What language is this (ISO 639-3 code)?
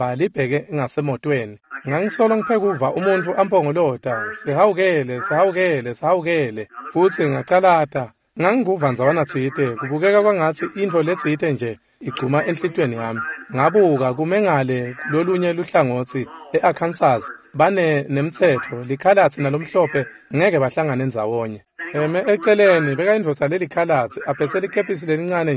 ssw